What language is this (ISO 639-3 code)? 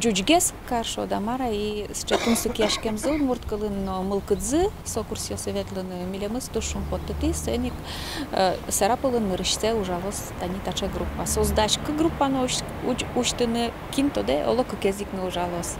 udm